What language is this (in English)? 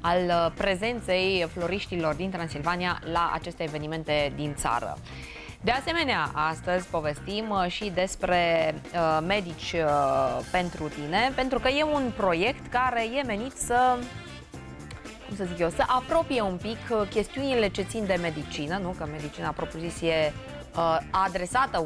Romanian